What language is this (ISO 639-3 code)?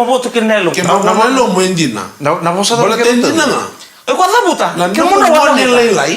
fij